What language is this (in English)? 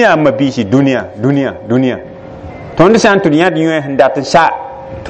Mossi